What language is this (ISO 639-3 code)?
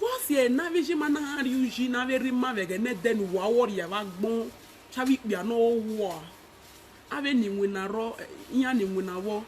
pcm